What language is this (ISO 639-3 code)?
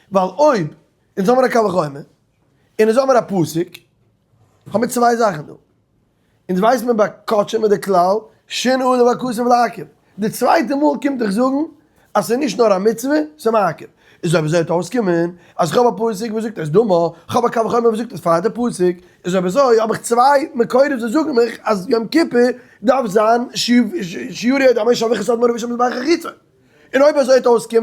yid